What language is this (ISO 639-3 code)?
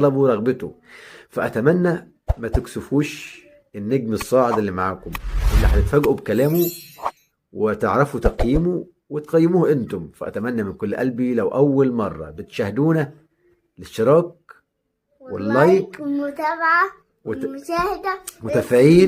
arz